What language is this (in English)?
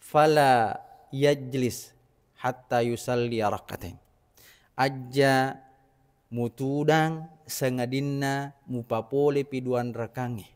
Buginese